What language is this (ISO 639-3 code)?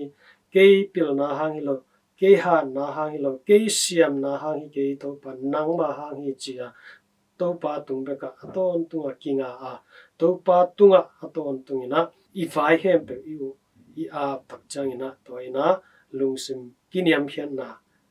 ctd